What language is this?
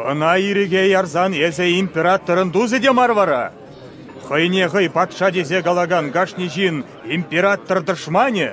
Chuvash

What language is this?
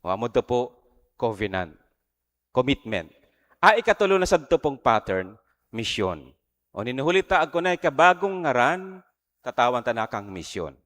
Bikol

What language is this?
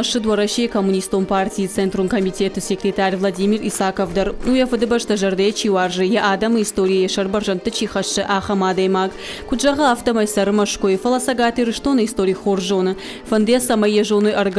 Ossetic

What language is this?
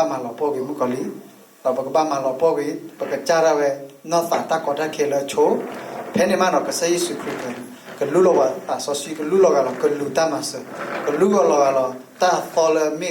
S'gaw Karen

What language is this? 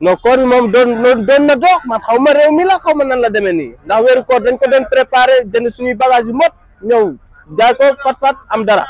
Wolof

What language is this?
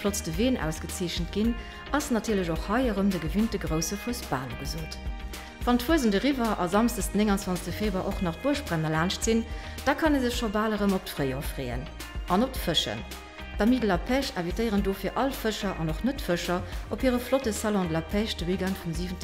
Luxembourgish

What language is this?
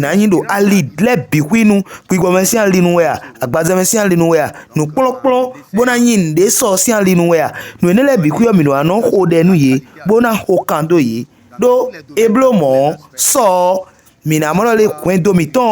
Fon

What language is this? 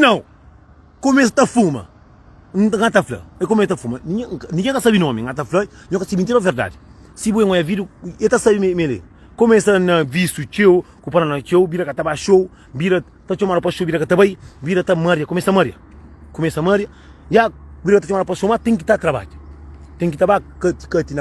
Kabuverdianu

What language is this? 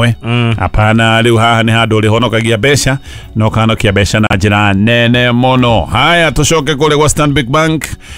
Kikuyu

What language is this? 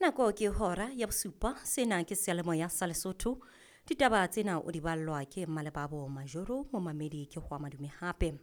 Southern Sotho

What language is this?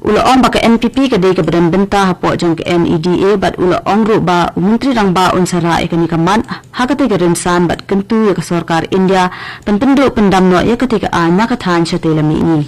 Khasi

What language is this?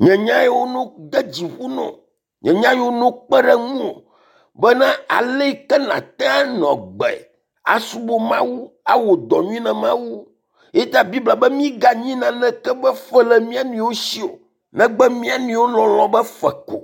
Ewe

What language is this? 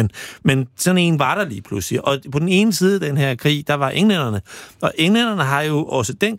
Danish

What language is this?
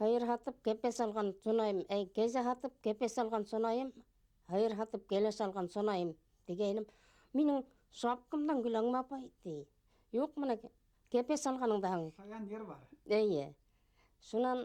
Bashkir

